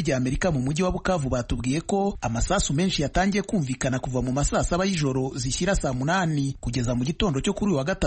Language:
Kinyarwanda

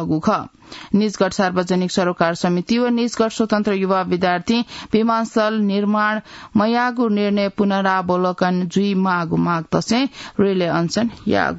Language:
Newari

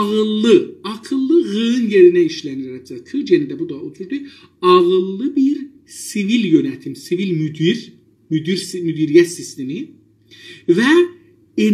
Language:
South Azerbaijani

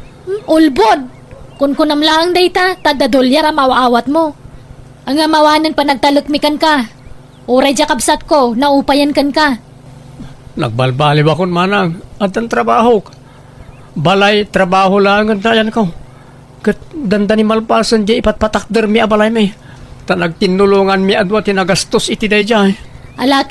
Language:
Iloko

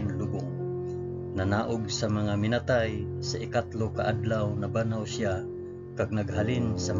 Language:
Hiligaynon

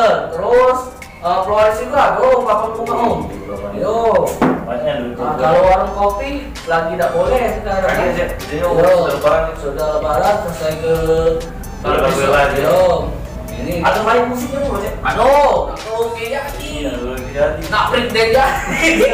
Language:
Musi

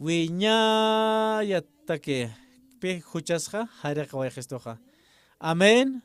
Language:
Aymara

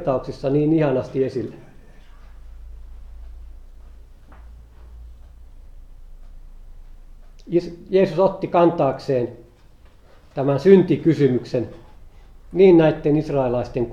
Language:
Finnish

